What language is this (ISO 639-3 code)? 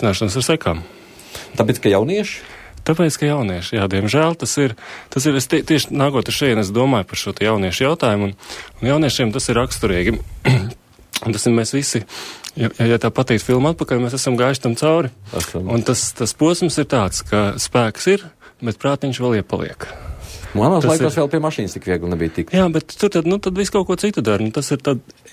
lav